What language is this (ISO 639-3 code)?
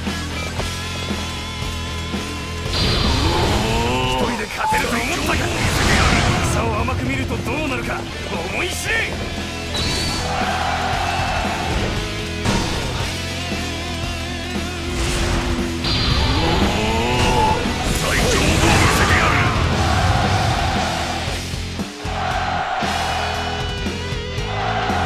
jpn